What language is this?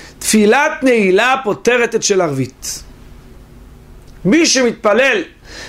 Hebrew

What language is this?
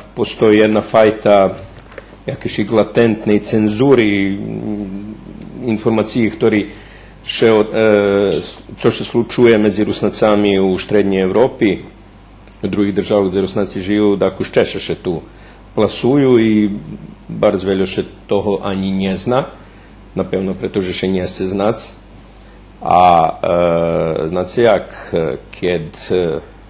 Rusyn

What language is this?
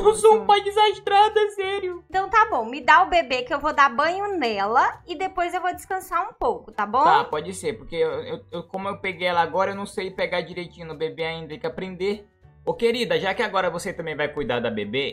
Portuguese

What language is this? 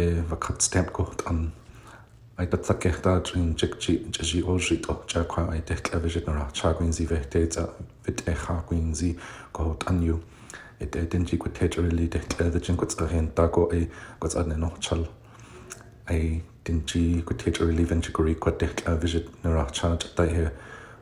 Gwichʼin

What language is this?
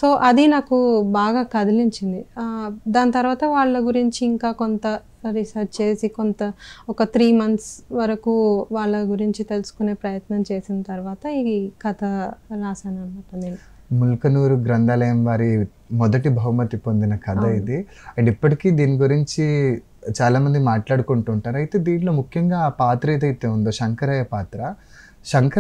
Telugu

